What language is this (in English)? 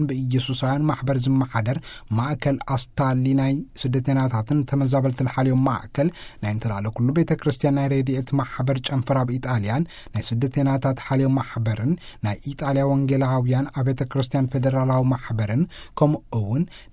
Tigrinya